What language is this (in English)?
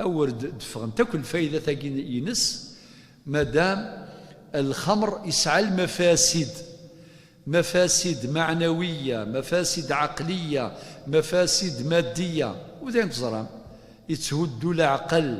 Kabyle